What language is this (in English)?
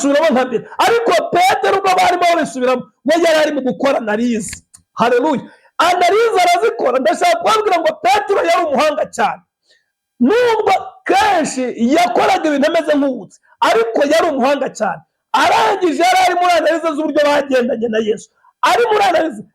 Kinyarwanda